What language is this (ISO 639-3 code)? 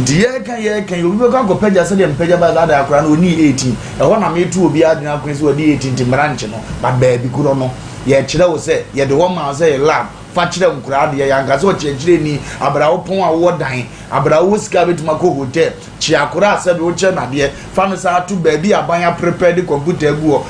aka